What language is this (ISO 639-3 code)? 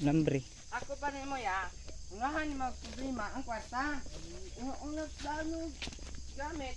ceb